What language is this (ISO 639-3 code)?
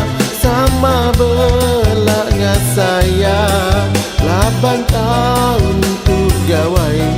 iba